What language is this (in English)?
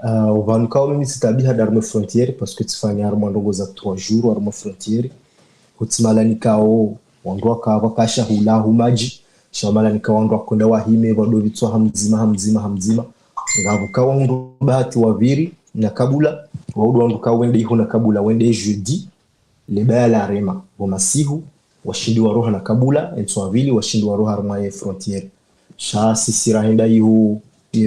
Ngazidja Comorian